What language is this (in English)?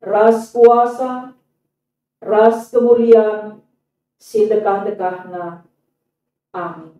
Batak Karo